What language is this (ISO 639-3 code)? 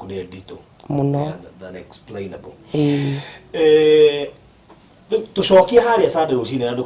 kik